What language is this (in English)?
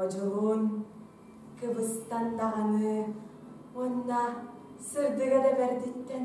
Yakut